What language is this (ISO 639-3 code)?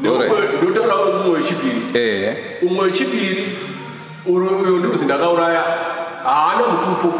sna